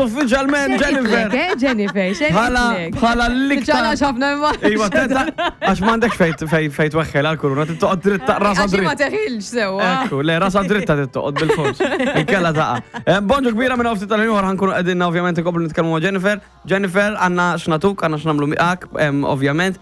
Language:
Maltese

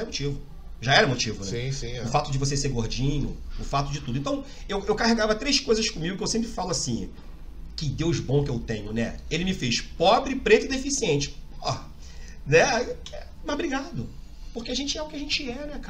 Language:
Portuguese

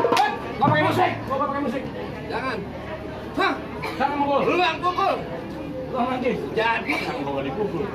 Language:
Betawi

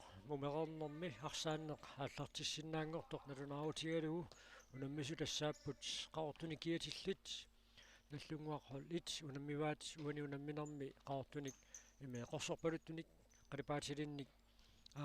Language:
Kalaallisut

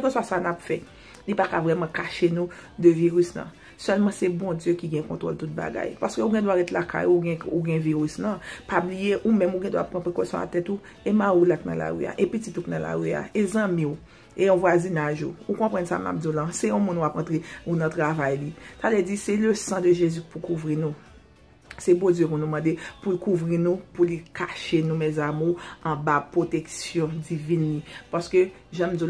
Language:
Haitian Creole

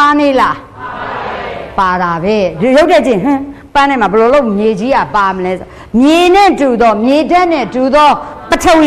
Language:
Burmese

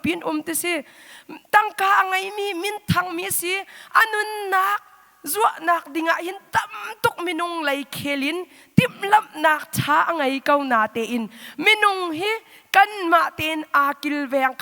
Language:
Hakha Chin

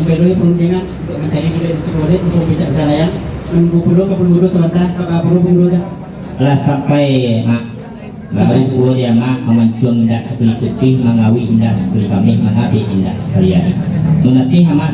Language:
Minangkabau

